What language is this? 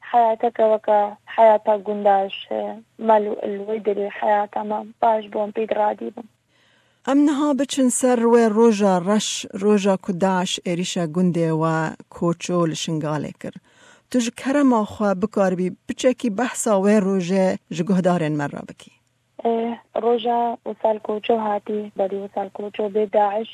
Kurdish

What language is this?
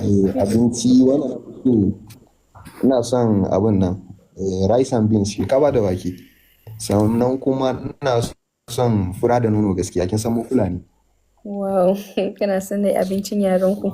Hausa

